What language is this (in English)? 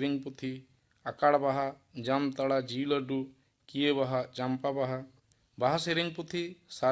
Santali